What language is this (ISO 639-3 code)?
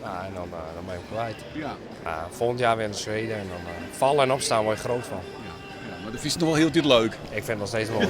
fry